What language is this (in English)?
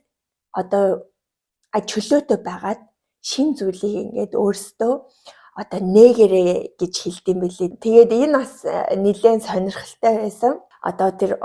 Mongolian